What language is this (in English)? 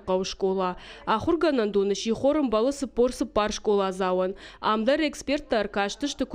Ossetic